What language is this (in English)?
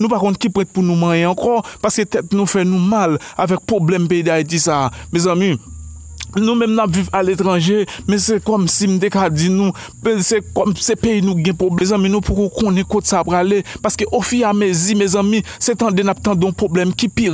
Haitian Creole